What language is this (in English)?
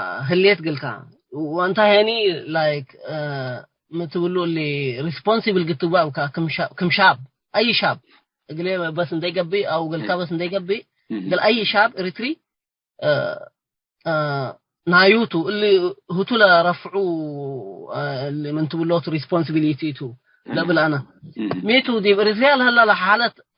Tigre